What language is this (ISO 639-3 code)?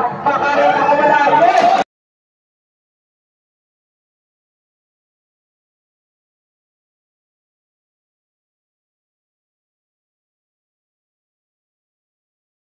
fil